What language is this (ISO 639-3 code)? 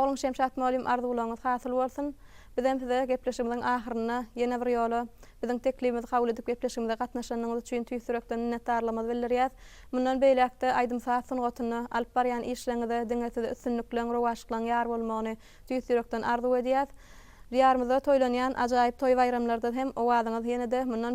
tuk